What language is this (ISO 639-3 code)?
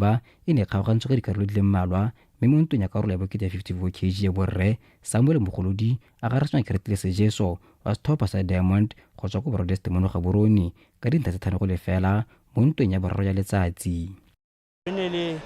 tsn